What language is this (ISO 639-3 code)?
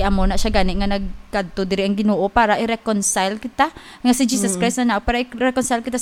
hil